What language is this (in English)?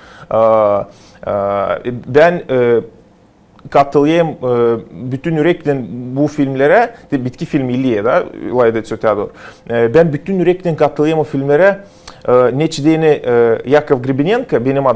Gagauz